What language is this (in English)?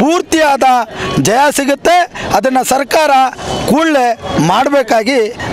Kannada